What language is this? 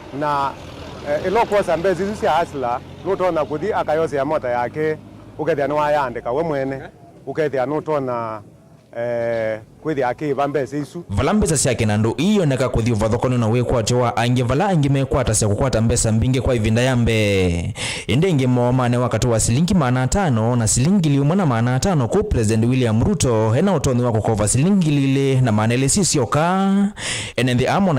Kamba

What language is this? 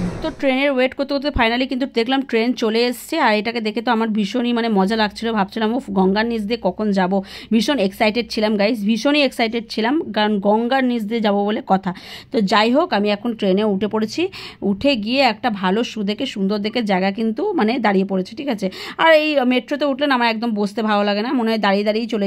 Bangla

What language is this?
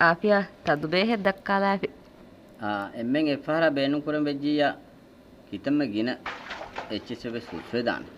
Divehi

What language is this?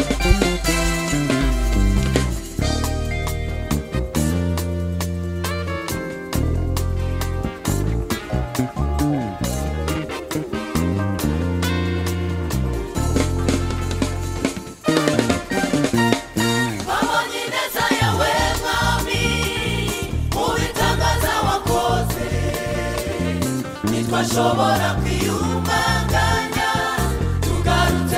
Kinyarwanda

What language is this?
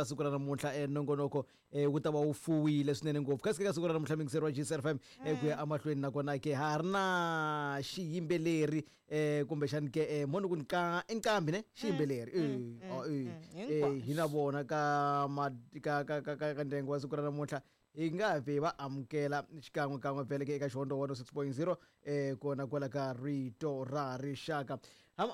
Tsonga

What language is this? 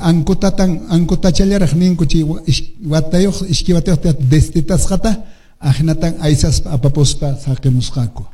Quechua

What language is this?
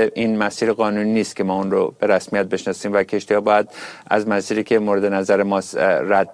Persian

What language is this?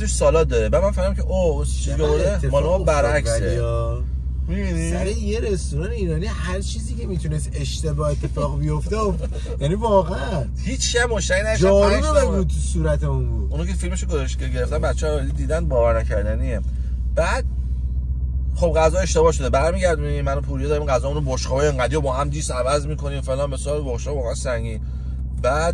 Persian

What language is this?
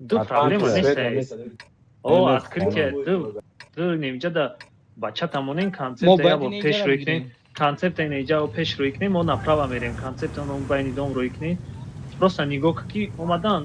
Tajik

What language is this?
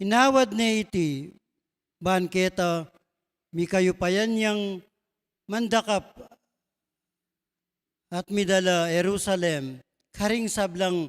Pampanga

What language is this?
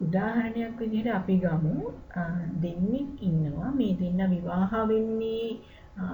Sinhala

